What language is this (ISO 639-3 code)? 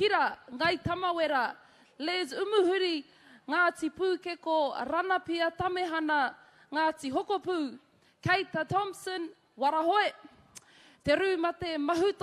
mri